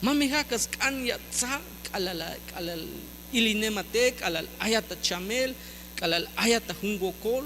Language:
Tzeltal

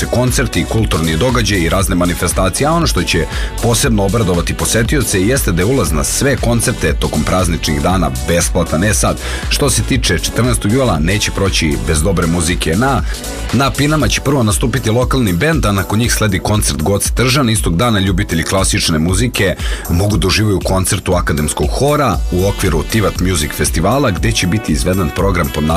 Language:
Serbian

